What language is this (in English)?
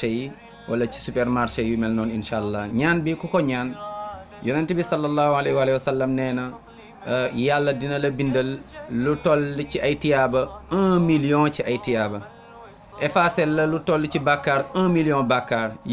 Wolof